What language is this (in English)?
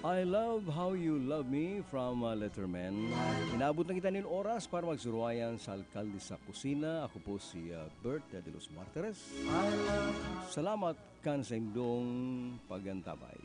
Bikol